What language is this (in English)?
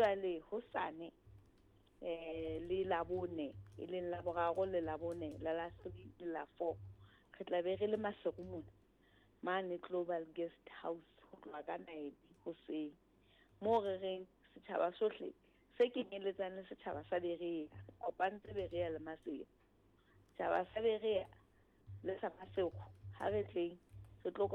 Southern Sotho